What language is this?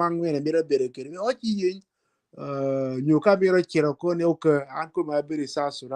Acoli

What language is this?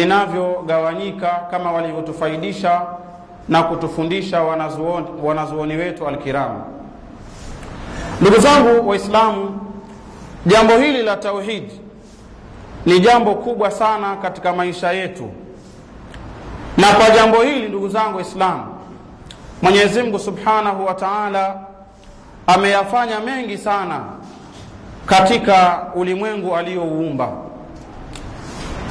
Swahili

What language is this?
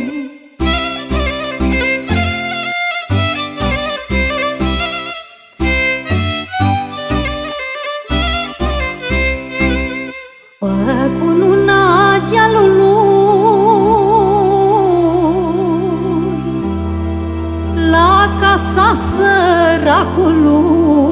Romanian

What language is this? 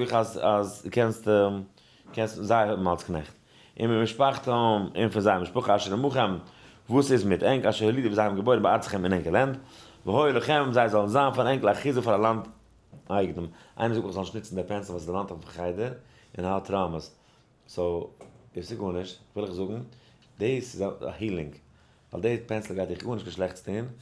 Yiddish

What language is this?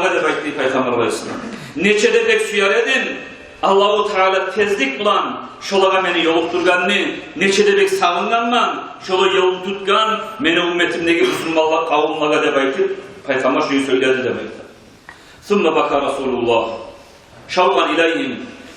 Kumyk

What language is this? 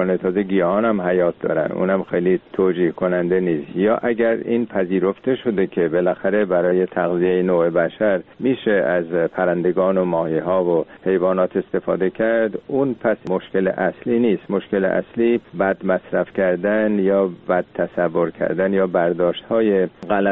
Persian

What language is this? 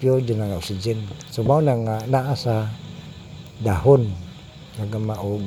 Cebuano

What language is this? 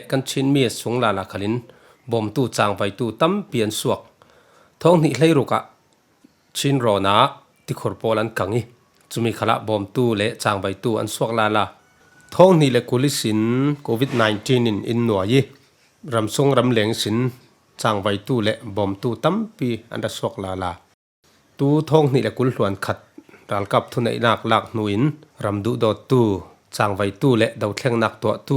Falam Chin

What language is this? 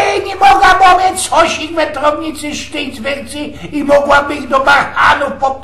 Silesian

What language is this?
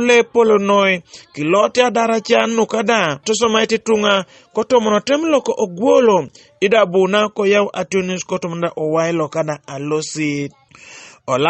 Teso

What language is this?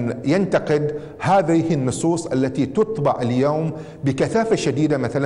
Gulf Arabic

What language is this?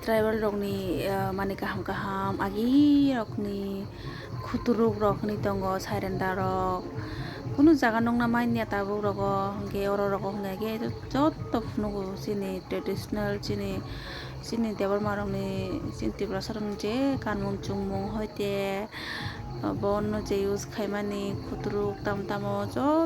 Kok Borok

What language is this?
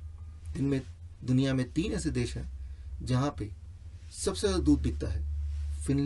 Hindi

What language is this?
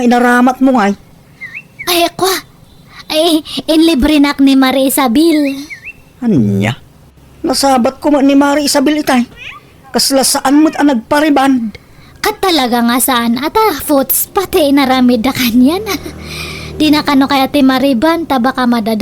Iloko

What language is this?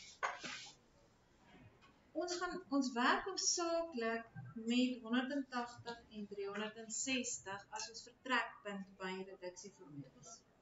Afrikaans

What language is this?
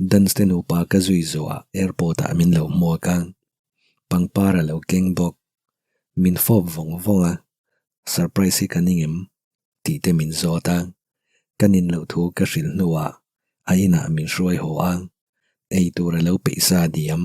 Mizo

